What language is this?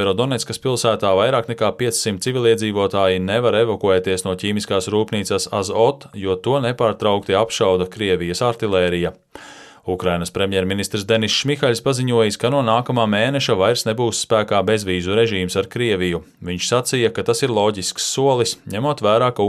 Latvian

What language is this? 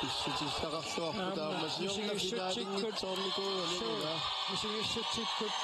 Kalaallisut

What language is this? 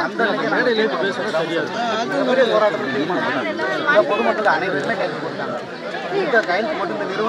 Tamil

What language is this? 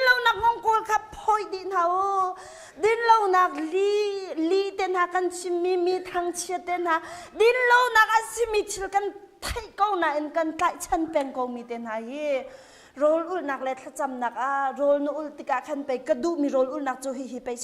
Hakha Chin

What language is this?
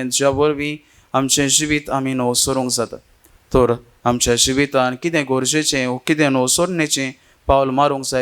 Konkani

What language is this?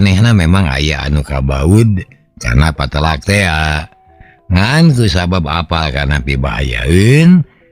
Sundanese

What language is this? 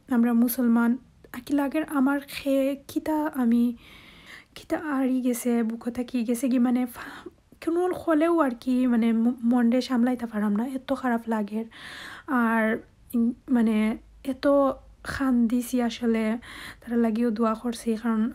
Sylheti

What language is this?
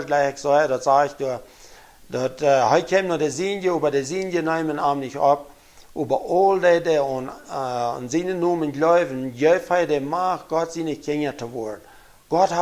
Plautdietsch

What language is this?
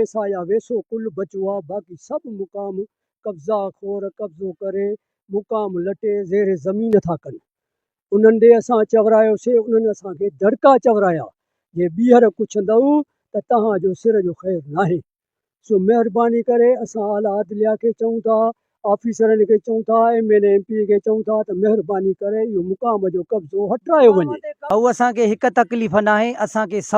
Sindhi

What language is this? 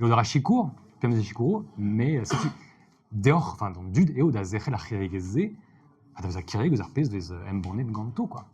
Breton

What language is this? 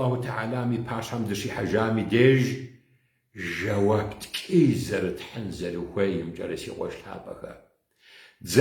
Kabardian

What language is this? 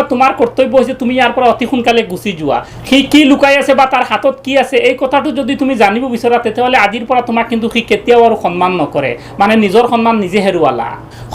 Assamese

